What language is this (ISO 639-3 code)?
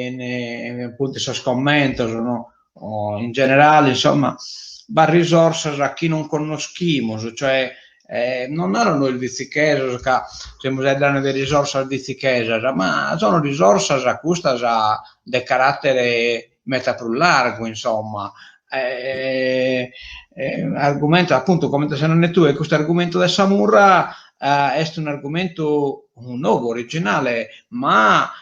srd